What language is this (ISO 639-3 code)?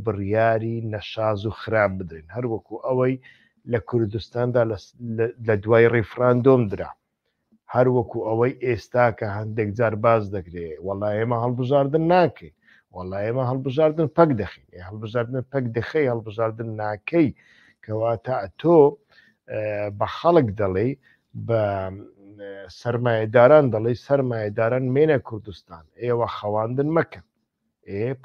ckb